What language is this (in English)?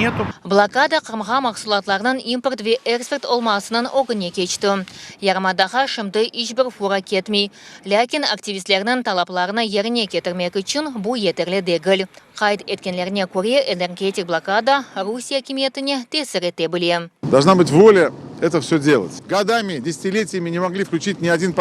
Crimean Tatar